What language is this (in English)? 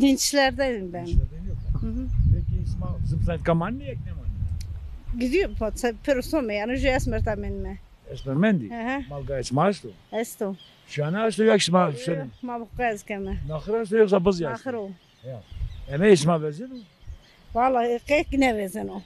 Zaza